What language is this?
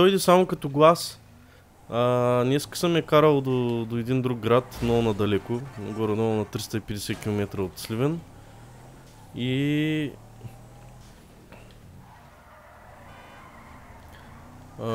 Bulgarian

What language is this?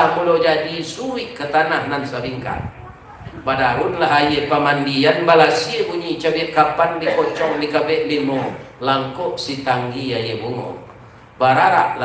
Minangkabau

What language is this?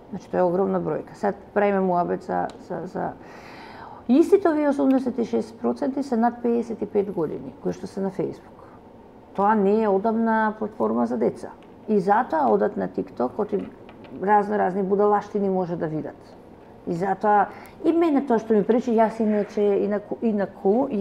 Macedonian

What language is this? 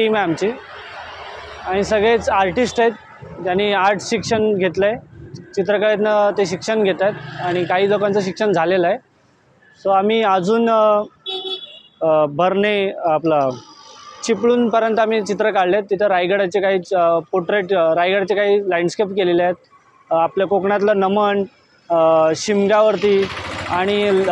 Marathi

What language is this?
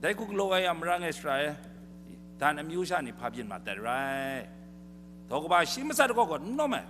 Kachin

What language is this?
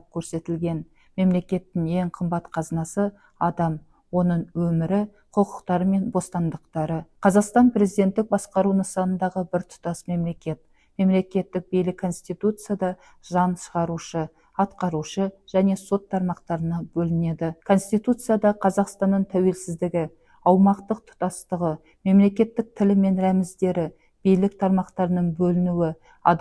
Kazakh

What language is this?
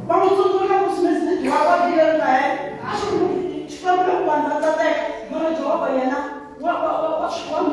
Tsonga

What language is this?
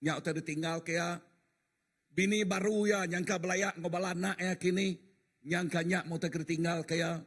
Iban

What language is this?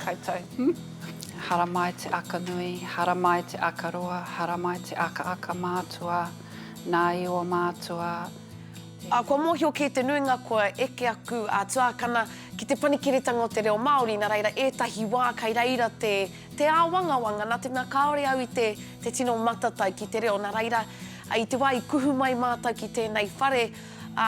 Māori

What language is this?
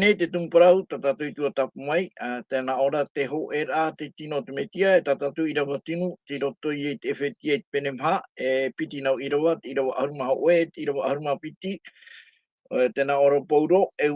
Tahitian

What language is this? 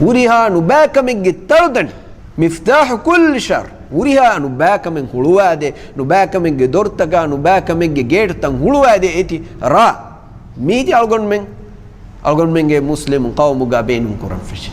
Divehi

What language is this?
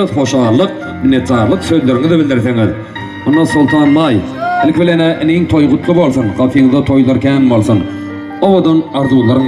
Turkmen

